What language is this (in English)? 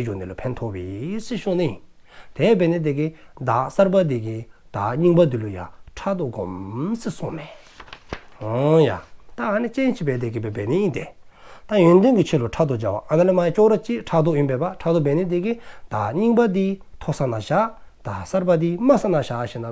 Dzongkha